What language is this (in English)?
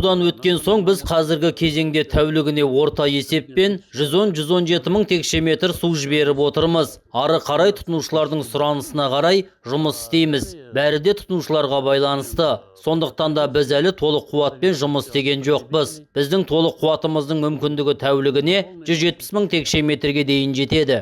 Kazakh